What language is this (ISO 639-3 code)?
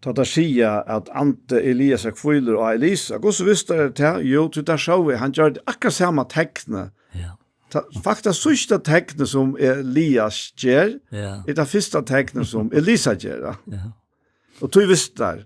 fao